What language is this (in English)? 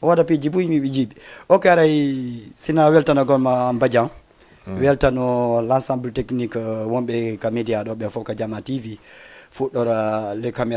Fula